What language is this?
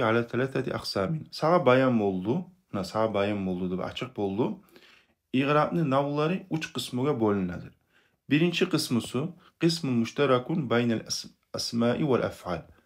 Kumyk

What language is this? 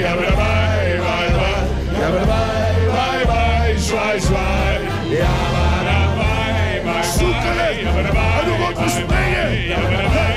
Limburgish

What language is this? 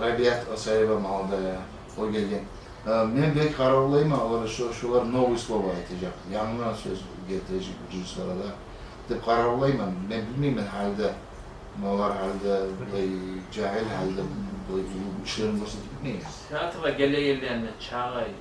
Kumyk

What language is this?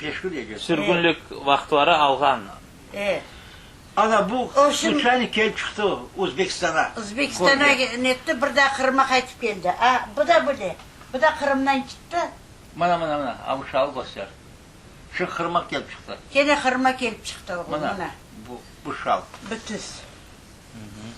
Crimean Tatar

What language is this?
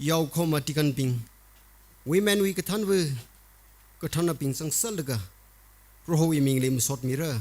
Tangkhul Naga (India)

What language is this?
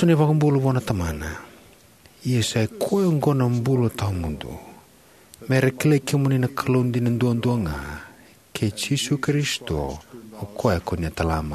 Fijian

